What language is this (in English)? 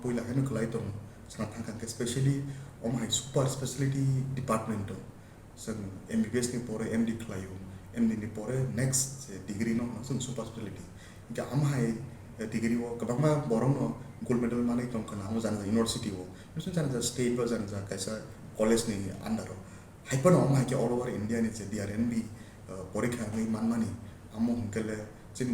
Kok Borok